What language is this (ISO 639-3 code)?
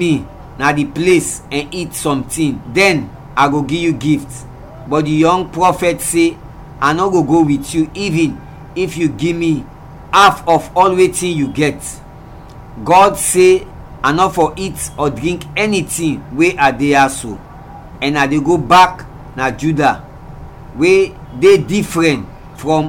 kri